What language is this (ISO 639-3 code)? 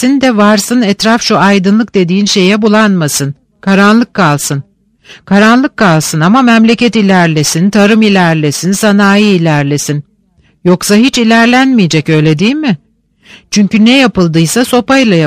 tur